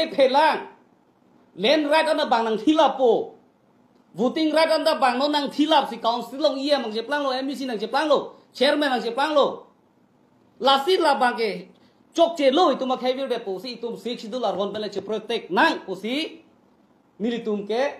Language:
Karbi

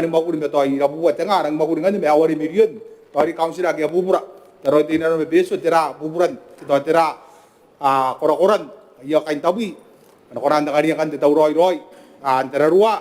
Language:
Gilbertese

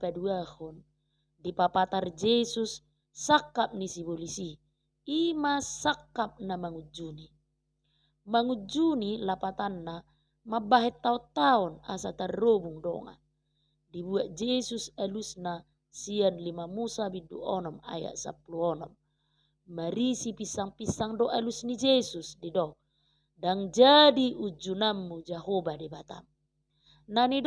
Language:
Batak Toba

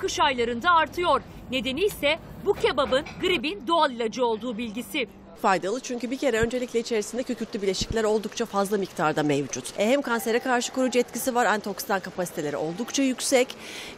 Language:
Turkish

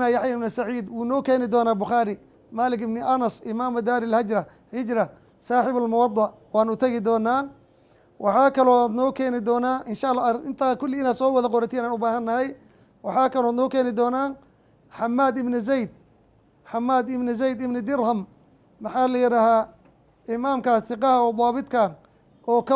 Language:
Somali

